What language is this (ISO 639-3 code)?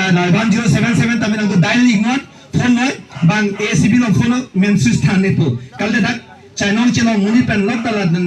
mjw